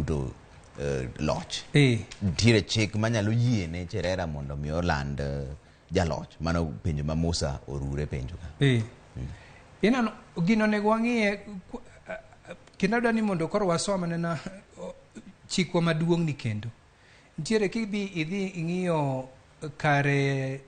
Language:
Luo (Kenya and Tanzania)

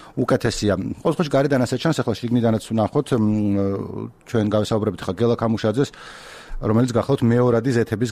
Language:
Georgian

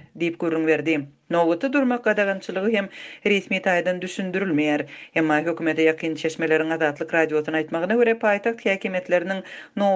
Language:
Turkmen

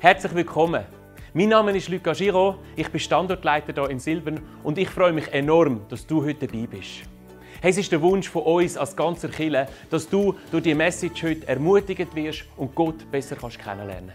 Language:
Swiss German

